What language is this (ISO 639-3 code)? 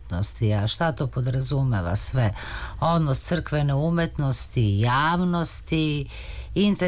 srp